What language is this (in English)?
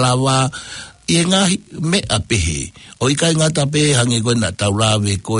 Tongan